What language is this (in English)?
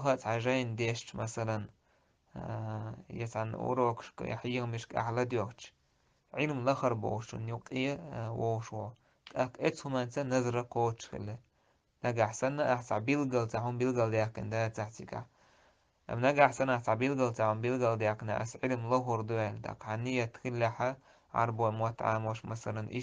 Chechen